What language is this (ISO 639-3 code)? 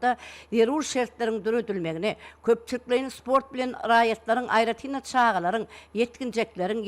tuk